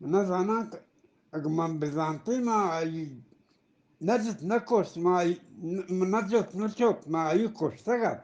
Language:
Eastern Balochi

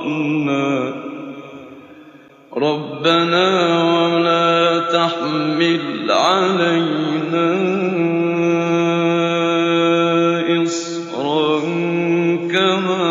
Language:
Arabic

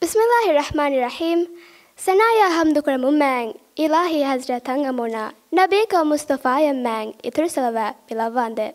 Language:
Divehi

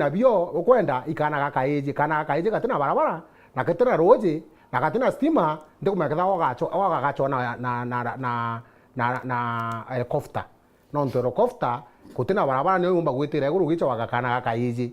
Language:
Meru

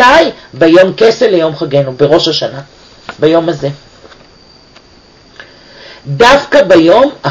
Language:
Hebrew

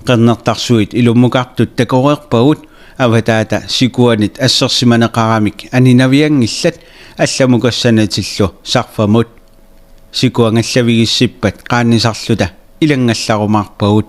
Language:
Kalaallisut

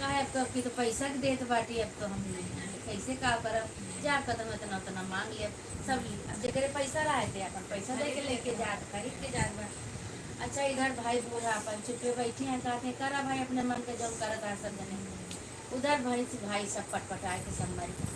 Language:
Awadhi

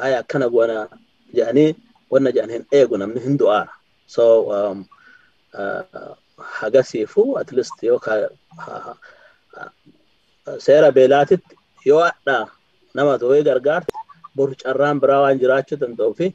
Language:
Oromo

